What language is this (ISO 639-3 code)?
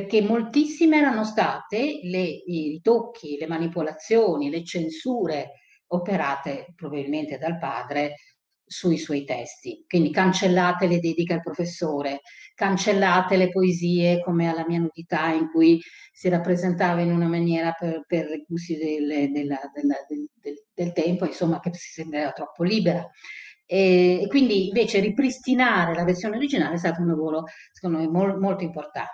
ita